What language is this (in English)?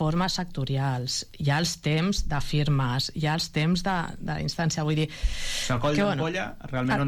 Catalan